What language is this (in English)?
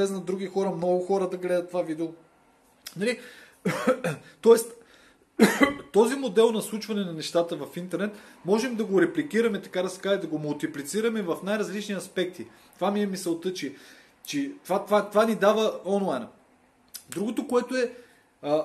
Bulgarian